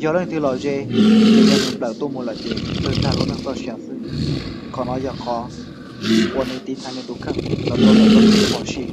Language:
Hmong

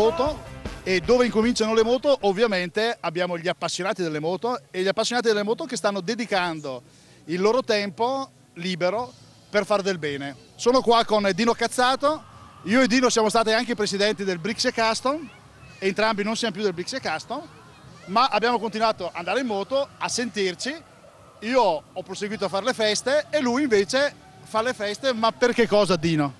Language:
Italian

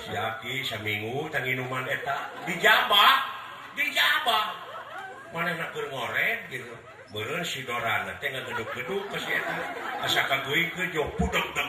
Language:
Sundanese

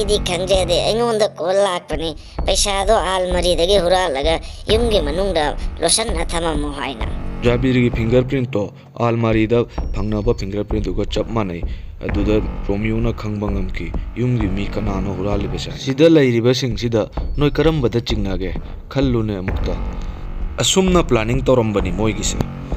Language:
Manipuri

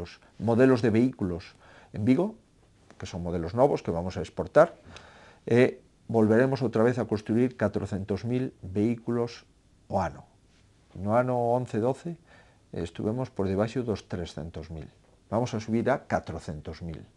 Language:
Galician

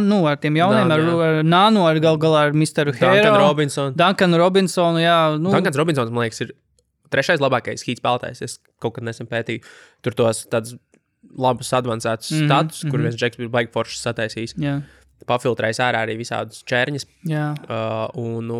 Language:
Latvian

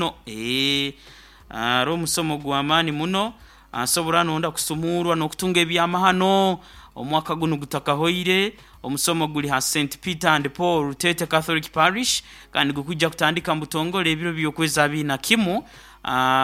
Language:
Nyoro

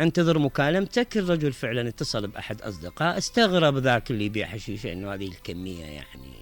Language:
Mesopotamian Arabic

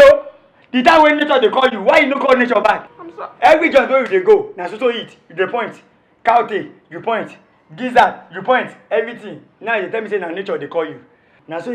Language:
Nigerian Pidgin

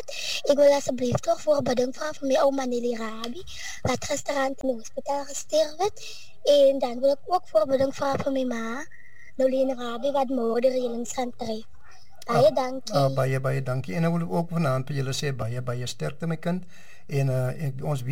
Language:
Afrikaans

